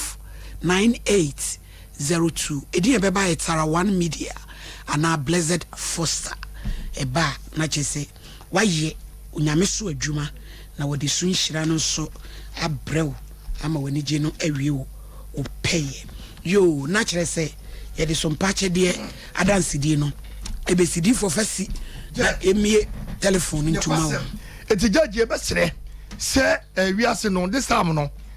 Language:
Akan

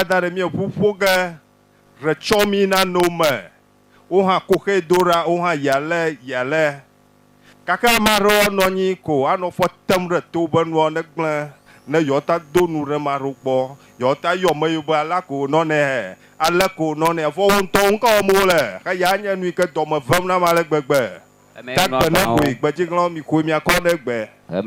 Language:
Ewe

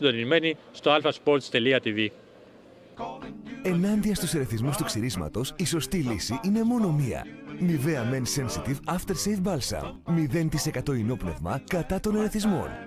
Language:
Greek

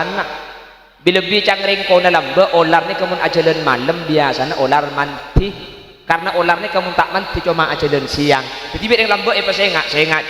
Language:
Madurese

